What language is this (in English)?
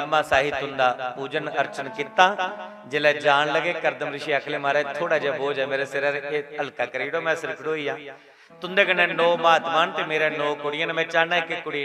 Dogri